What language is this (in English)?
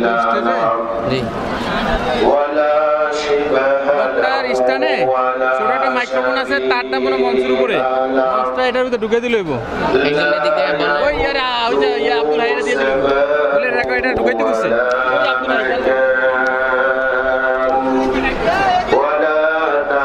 Bangla